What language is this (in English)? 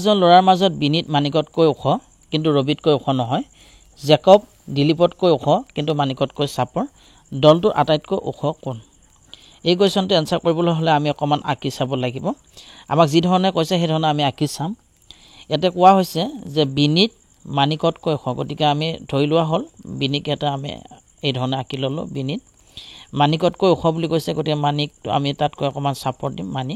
Assamese